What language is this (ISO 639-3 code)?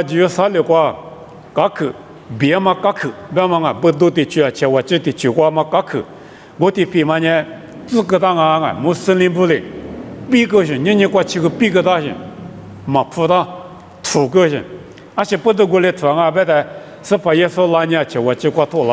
lis